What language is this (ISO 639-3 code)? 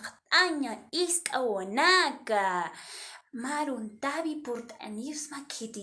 aym